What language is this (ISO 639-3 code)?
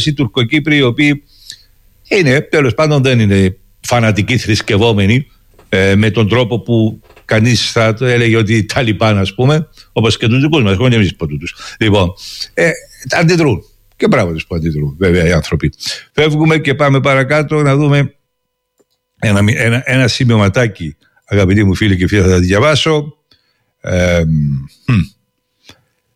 ell